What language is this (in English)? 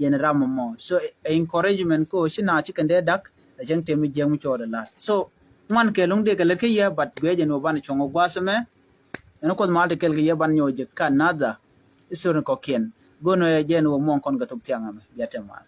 Nuer